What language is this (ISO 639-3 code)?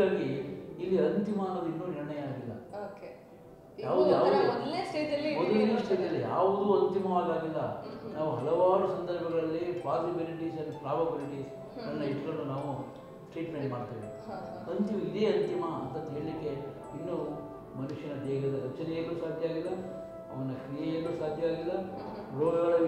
kan